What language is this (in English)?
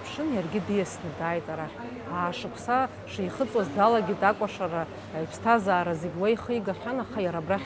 Abkhazian